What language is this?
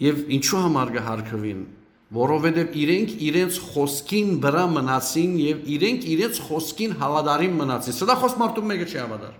Western Armenian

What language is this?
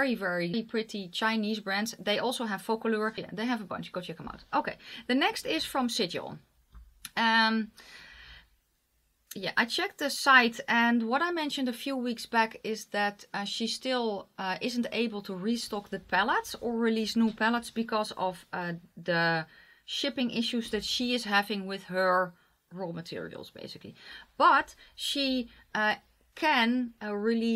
English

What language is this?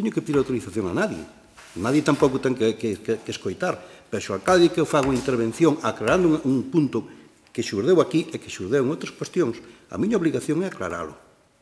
Galician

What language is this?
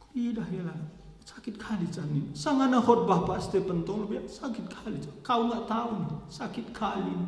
Batak Karo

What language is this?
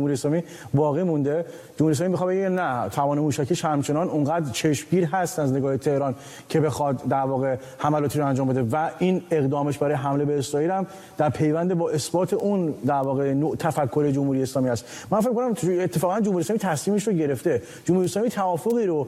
Persian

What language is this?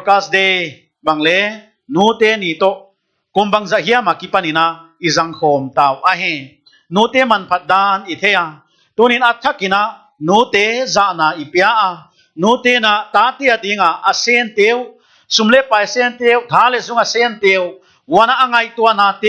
Paite Chin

